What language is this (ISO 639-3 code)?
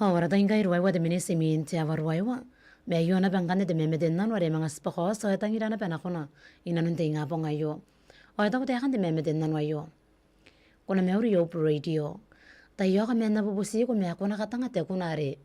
gil